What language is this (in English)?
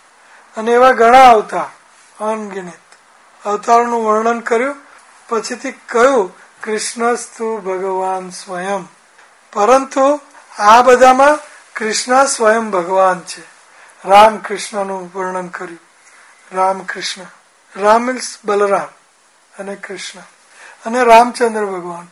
Gujarati